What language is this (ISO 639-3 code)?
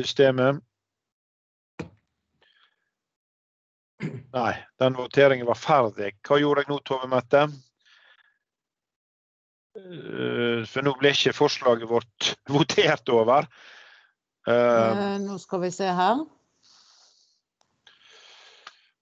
nor